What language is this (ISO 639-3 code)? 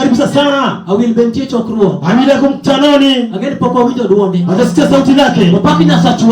luo